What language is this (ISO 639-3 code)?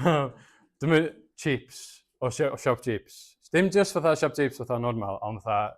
cym